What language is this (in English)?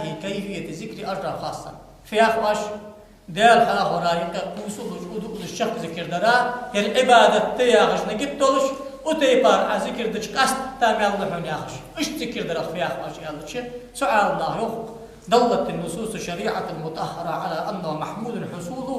Ingush